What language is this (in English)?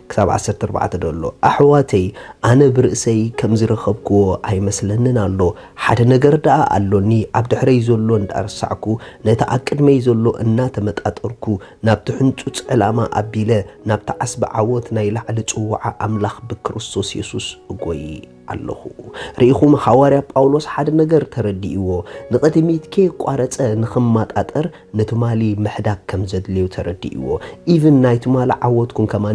Tigrinya